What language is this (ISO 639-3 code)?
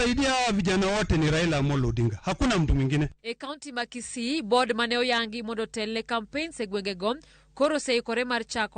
luo